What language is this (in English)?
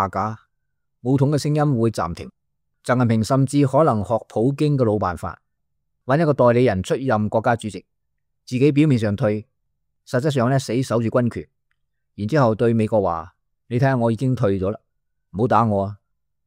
Cantonese